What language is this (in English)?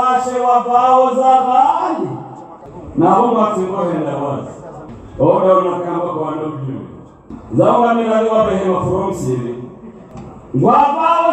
Swahili